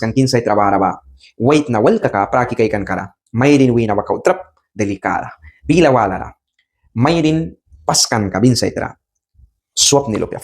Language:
Mískito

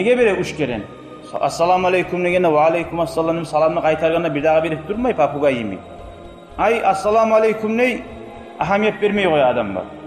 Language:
Kumyk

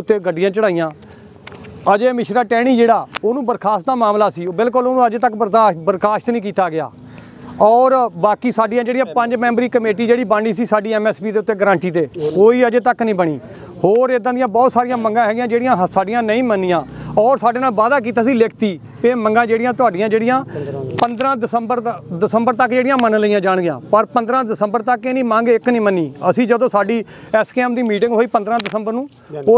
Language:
Punjabi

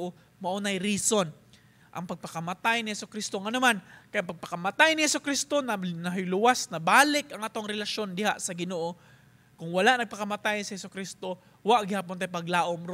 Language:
Cebuano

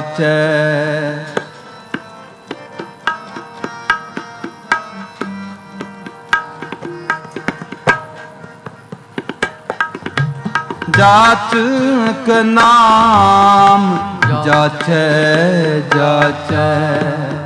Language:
Punjabi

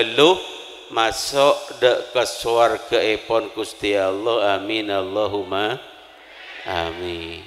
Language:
Madurese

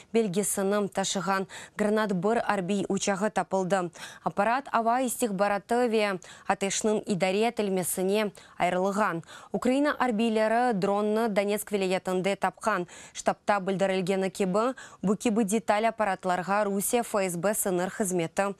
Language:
Crimean Tatar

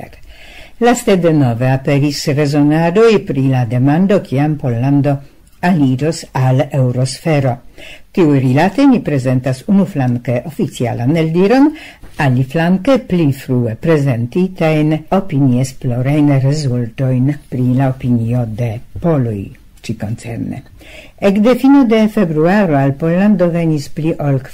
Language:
Esperanto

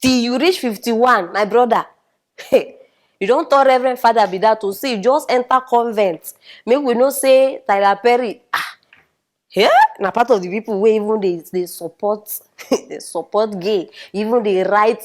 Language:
Nigerian Pidgin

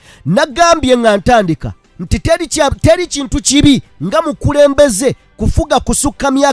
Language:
Ganda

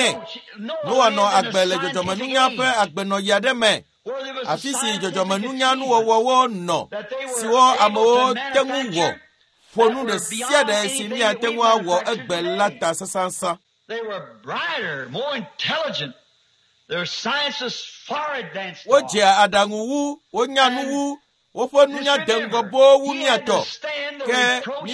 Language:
Ewe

